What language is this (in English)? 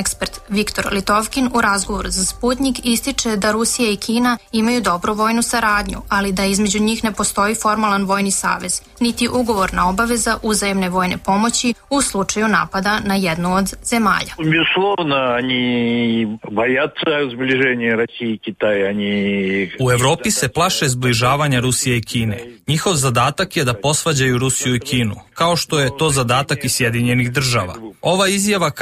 Serbian